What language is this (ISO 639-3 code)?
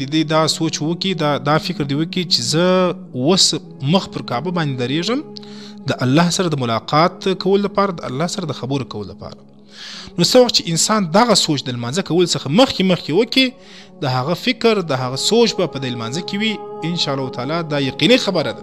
pus